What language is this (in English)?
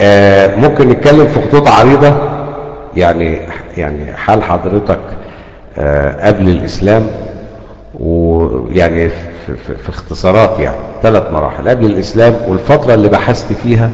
Egyptian Arabic